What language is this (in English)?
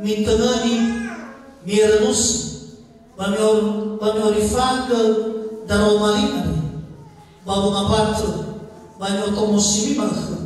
Nias